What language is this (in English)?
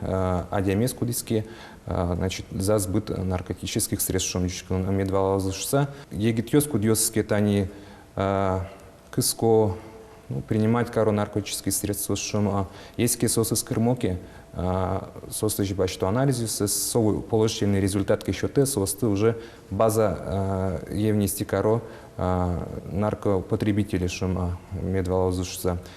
Udmurt